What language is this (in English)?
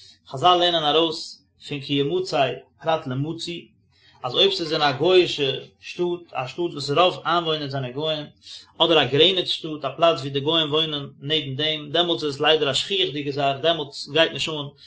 Yiddish